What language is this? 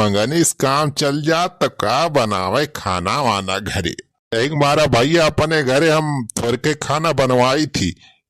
Awadhi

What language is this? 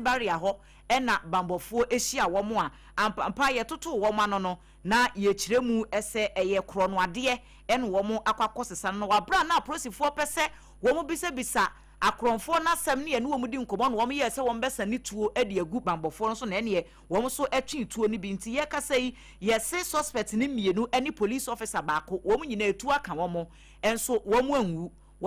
Akan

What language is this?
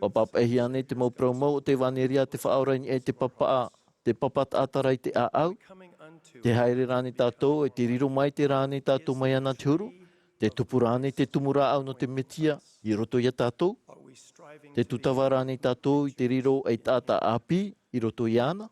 Tahitian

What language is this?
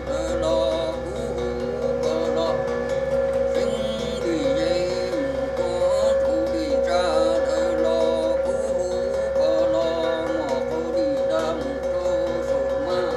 Hmong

